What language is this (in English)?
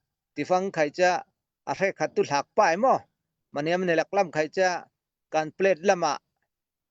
Falam Chin